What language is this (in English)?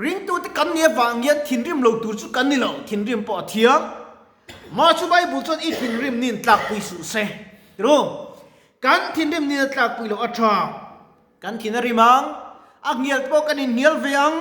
Mizo